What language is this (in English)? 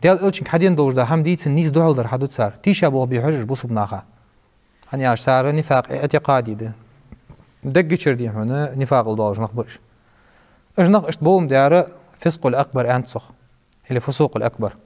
Ingush